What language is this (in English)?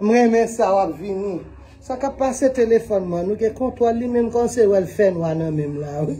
Haitian Creole